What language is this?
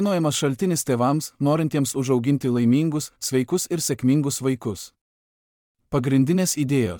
Lithuanian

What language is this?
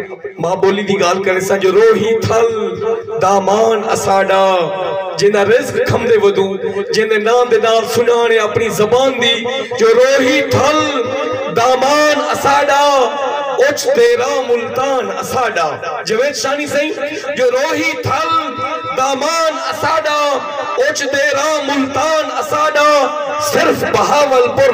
Saraiki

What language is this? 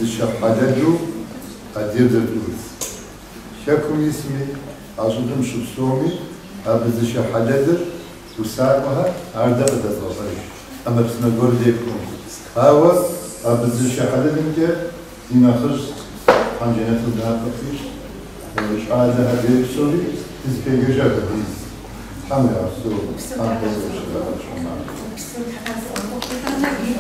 Kabardian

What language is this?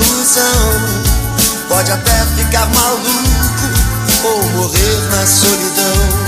Portuguese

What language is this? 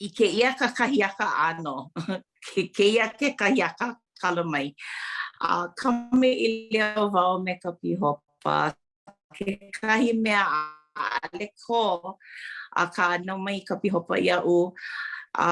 Hawaiian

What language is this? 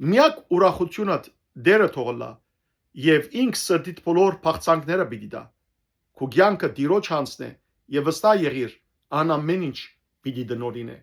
Western Armenian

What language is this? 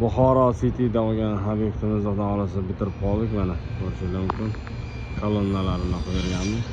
Uzbek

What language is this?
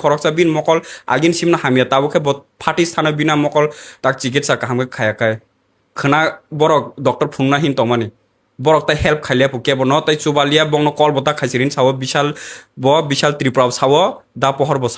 Kok Borok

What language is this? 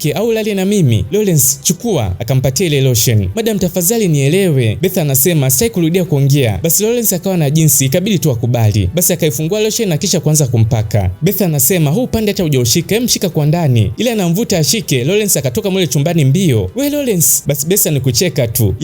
Swahili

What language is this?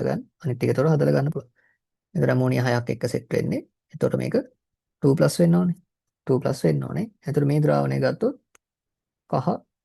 Sinhala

